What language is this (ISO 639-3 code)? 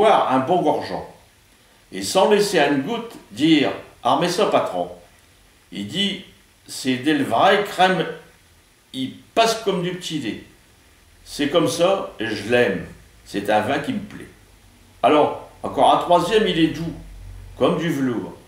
pcd